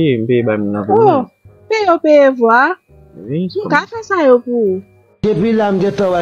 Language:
Haitian Creole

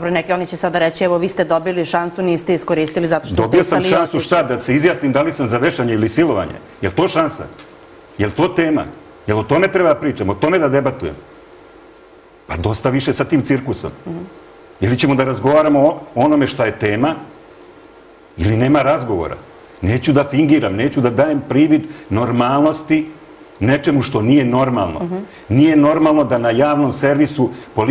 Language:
Serbian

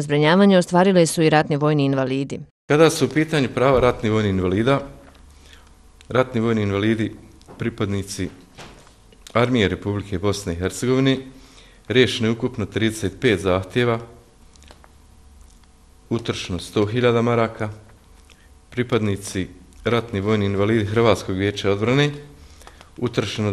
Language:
Bosnian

